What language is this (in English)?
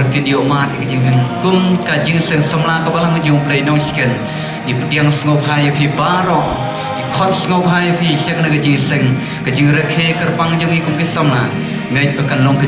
Khasi